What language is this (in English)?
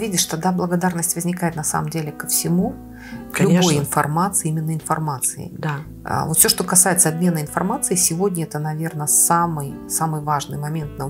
Russian